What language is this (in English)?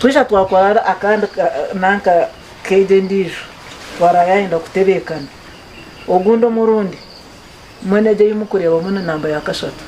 Nyankole